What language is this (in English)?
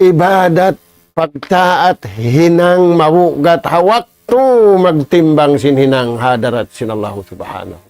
Tausug